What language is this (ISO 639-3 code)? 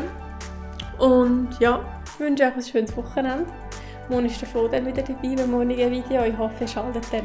gsw